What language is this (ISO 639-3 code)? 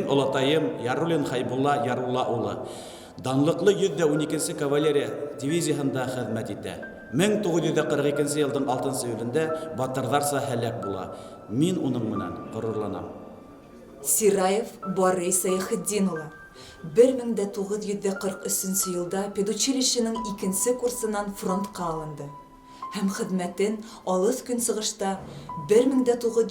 bak